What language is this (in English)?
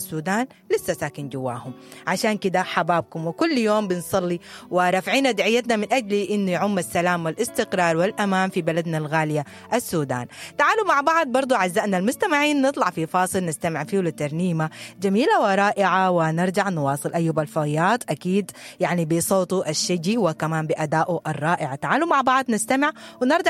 Sudanese Arabic